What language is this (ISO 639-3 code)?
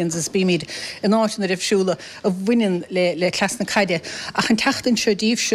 gle